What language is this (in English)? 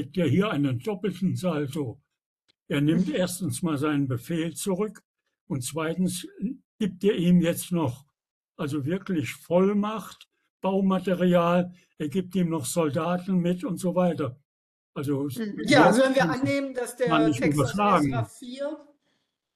German